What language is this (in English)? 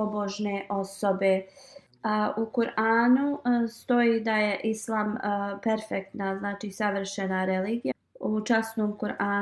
Bosnian